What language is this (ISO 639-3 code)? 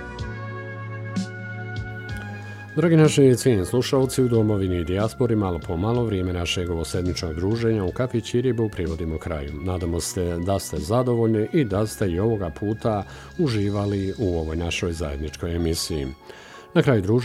bos